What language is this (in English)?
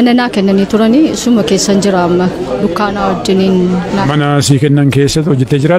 Oromo